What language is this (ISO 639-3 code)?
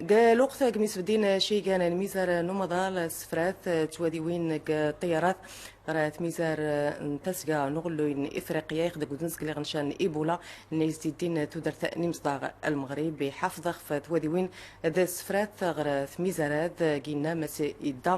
tzm